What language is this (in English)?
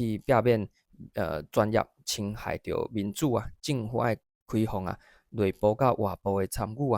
Min Nan Chinese